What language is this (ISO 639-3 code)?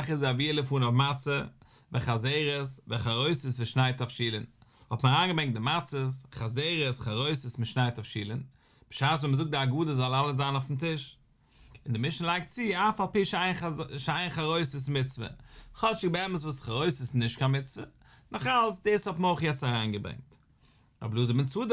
yid